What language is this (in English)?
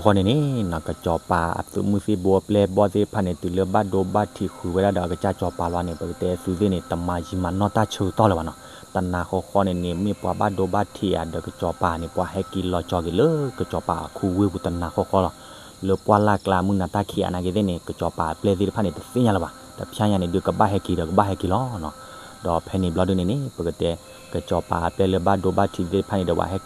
S'gaw Karen